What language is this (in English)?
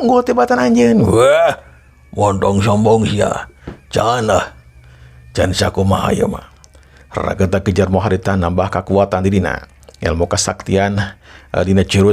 Sundanese